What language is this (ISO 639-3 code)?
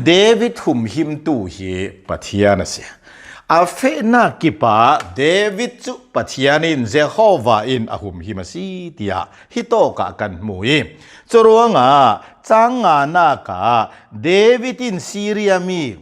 cnh